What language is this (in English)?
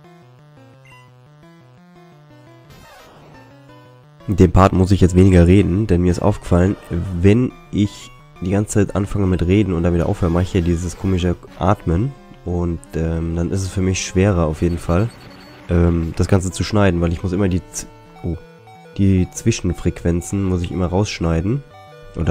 German